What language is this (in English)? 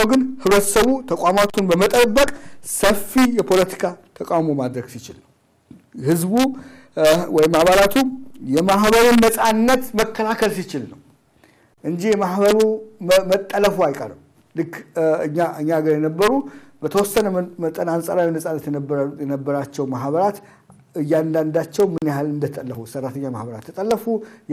Amharic